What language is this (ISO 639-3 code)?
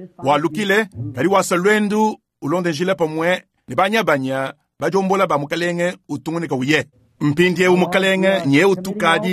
lua